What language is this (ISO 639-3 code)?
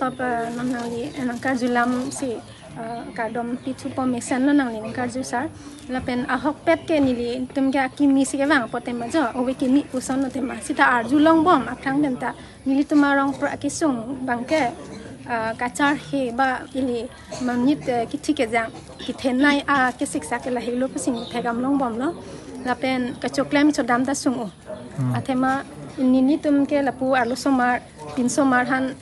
mjw